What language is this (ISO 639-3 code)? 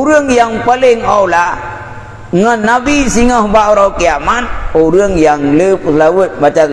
ace